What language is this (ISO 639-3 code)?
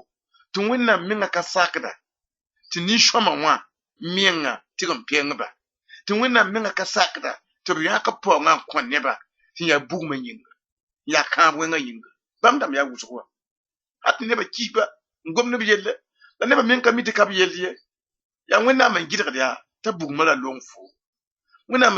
mos